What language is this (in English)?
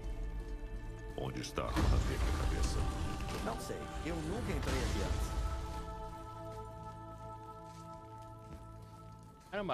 Portuguese